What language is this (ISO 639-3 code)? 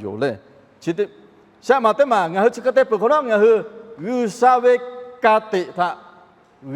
lhu